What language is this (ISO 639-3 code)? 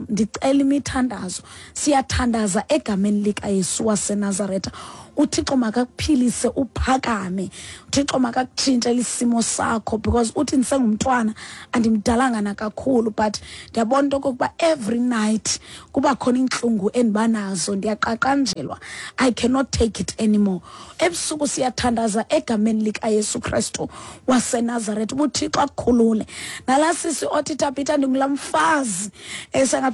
xho